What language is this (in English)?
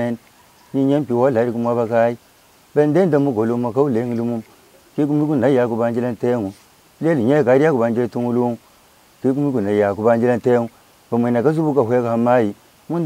Luba-Lulua